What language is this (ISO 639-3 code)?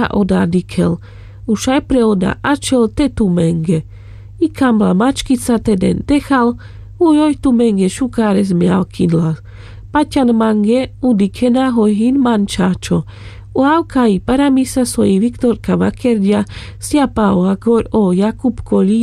rmc